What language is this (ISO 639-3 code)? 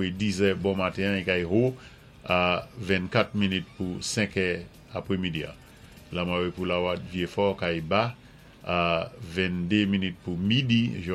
acf